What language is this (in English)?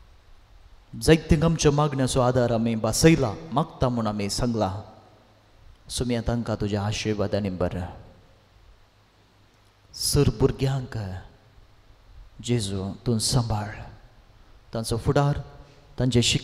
Konkani